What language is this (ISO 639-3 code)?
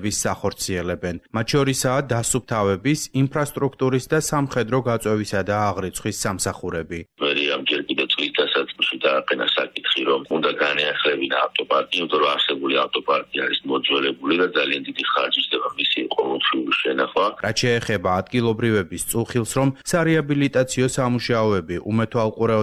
kat